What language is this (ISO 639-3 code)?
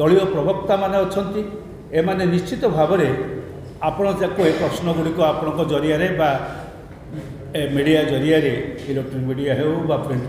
ori